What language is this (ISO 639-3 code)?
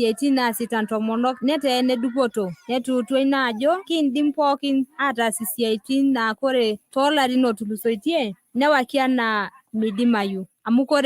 mas